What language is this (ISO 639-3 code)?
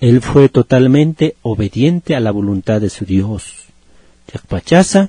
aym